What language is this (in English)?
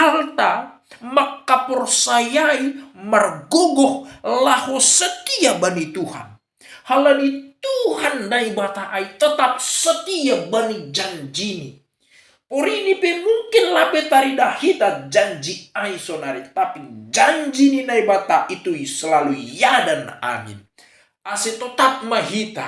Batak Simalungun